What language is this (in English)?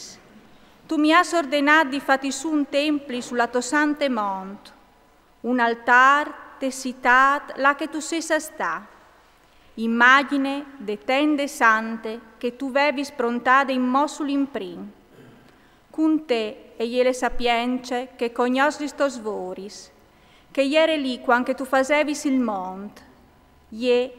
Friulian